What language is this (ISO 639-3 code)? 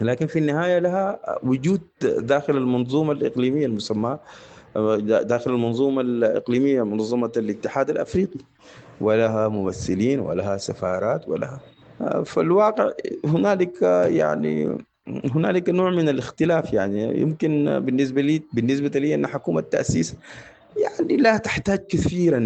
apd